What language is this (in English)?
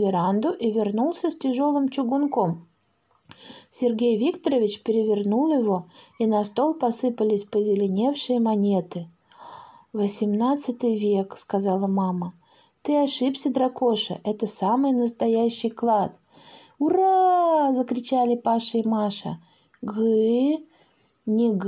Russian